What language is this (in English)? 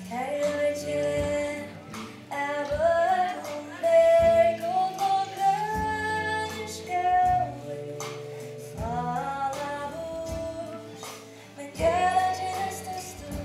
Faroese